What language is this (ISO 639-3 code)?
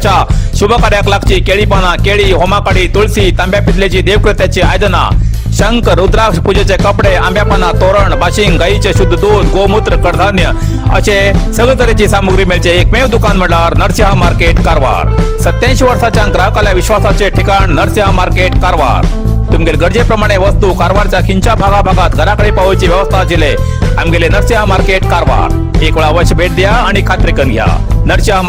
kok